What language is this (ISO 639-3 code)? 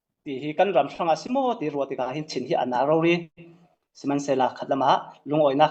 cfm